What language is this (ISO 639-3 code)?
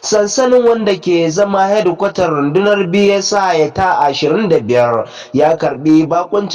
hau